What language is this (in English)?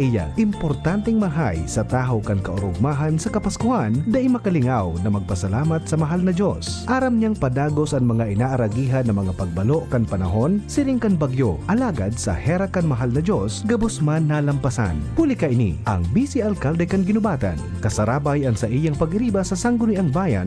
Bikol